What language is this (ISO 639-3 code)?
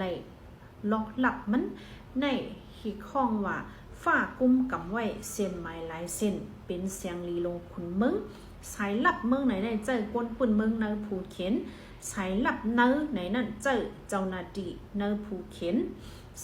shn